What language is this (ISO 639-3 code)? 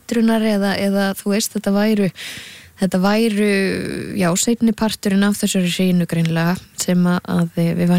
isl